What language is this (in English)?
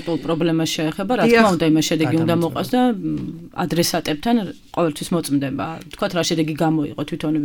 Georgian